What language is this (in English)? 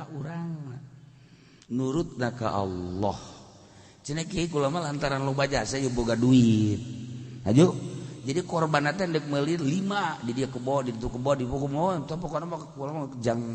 Sundanese